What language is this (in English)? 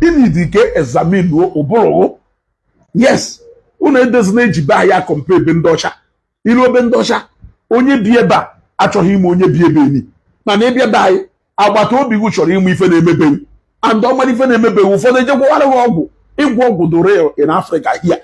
Igbo